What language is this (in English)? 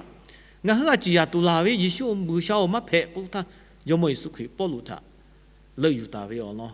Lahu